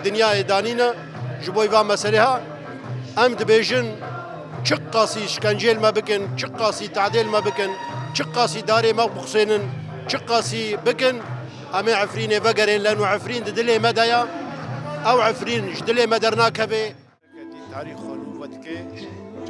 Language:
Kurdish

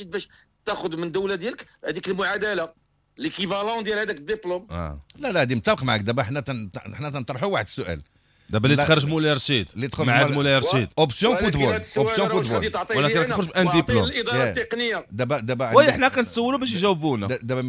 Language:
Moroccan Arabic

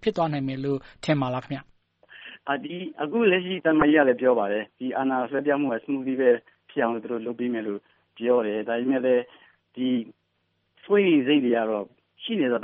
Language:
Burmese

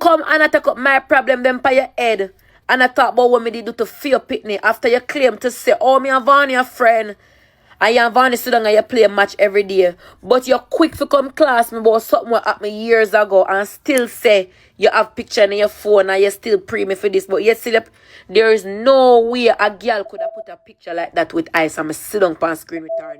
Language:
Jamaican Creole English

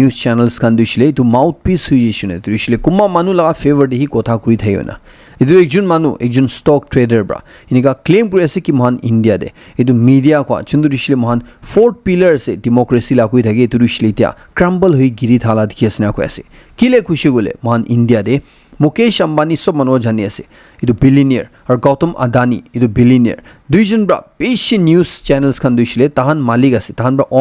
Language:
Naga Pidgin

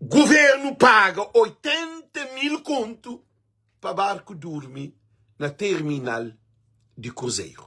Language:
Kabuverdianu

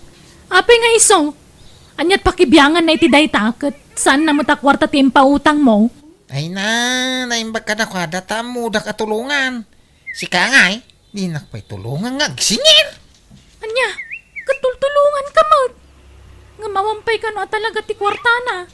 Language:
Iloko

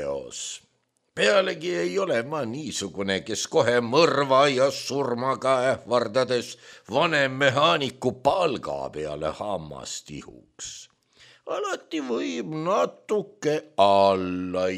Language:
Estonian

